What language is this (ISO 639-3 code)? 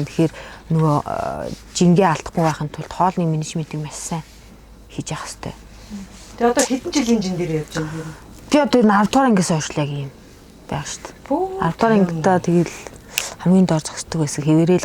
mon